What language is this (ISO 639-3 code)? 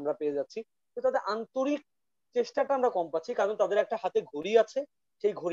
ben